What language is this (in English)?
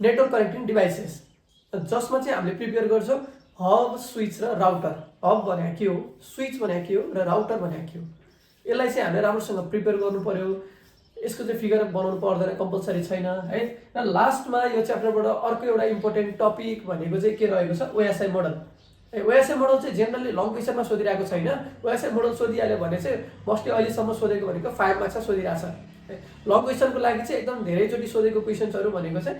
Nepali